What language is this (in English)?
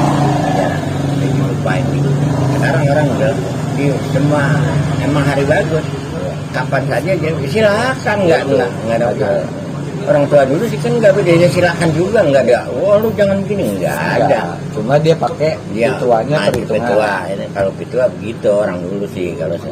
Betawi